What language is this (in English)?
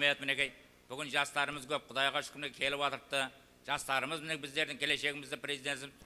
Kara-Kalpak